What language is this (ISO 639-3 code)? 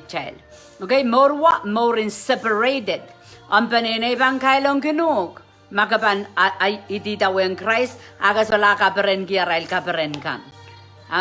pon